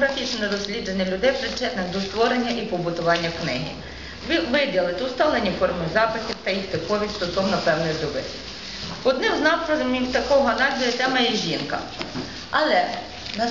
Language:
Ukrainian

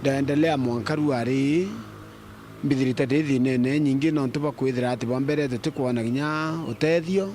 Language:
Meru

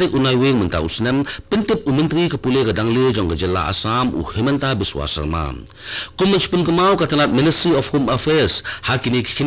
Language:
Khasi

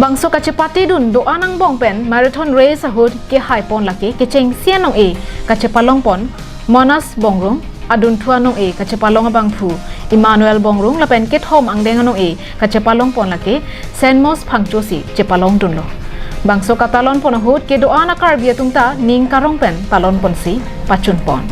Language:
Karbi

